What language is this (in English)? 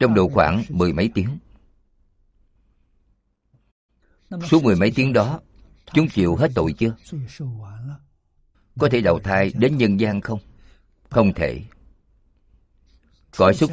Vietnamese